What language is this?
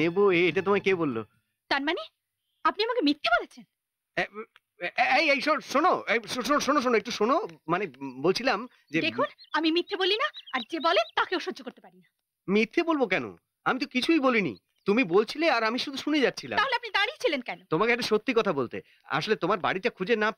Bangla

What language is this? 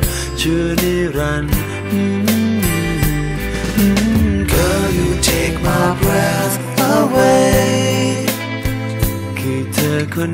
Thai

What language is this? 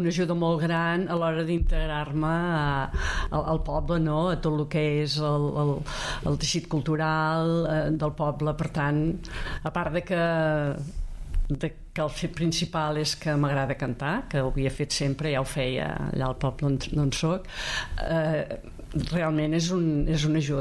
Catalan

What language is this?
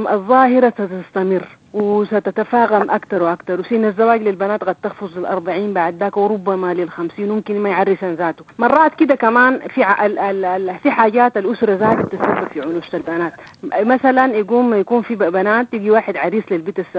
Sudanese Arabic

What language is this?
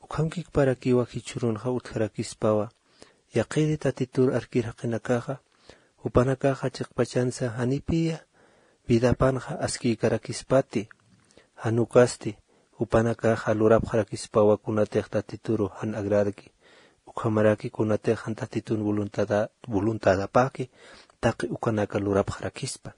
Aymara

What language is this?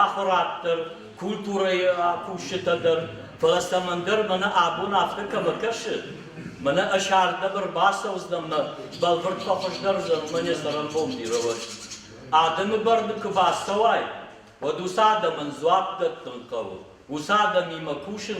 Ossetic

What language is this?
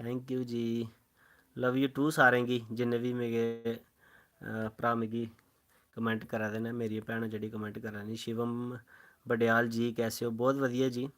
Dogri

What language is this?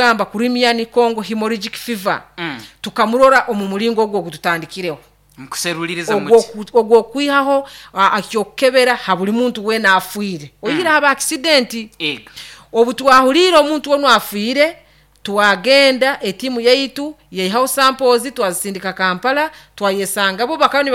Nyoro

